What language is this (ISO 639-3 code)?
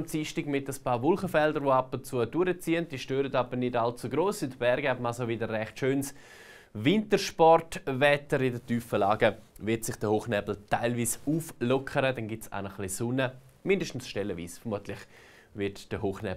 gsw